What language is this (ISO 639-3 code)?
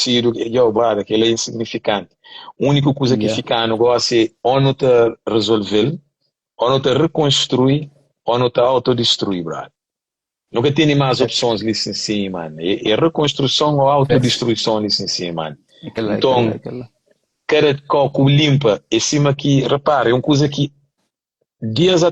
kea